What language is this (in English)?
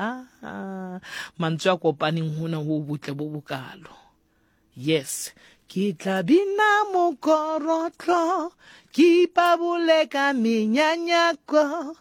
Southern Sotho